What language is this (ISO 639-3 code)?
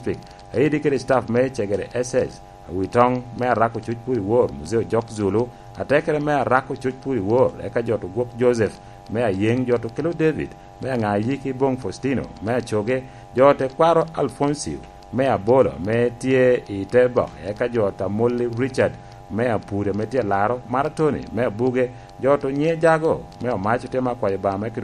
laj